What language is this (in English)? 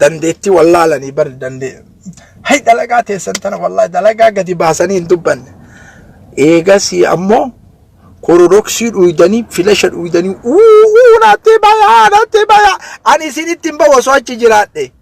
Oromo